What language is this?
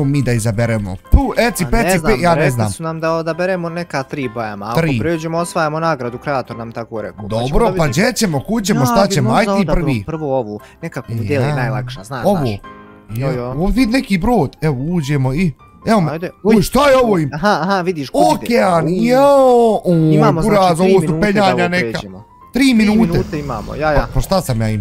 Bosnian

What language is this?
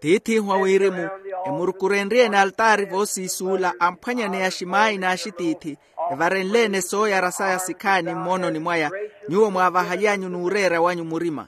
Makhuwa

